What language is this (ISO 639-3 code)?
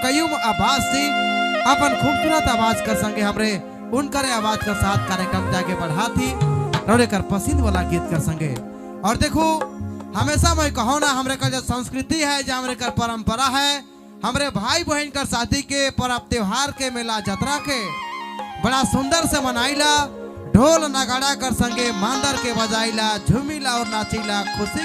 sck